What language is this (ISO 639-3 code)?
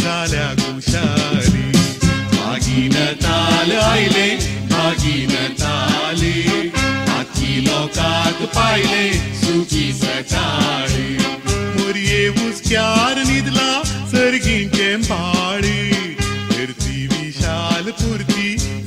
kok